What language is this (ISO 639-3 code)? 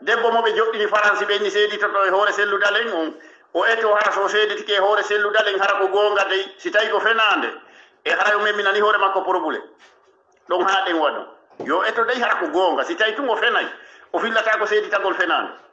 ful